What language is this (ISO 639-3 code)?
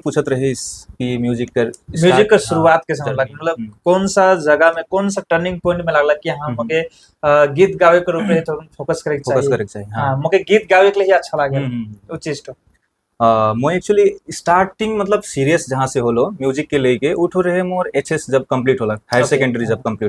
sck